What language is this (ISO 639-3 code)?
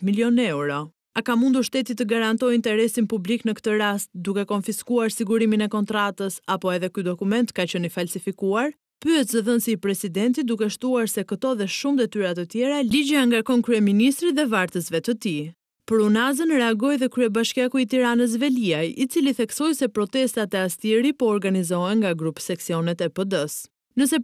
sqi